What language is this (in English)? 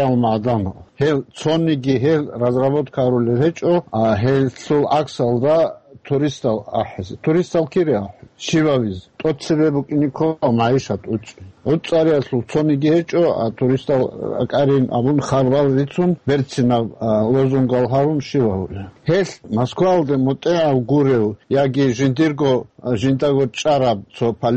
Avaric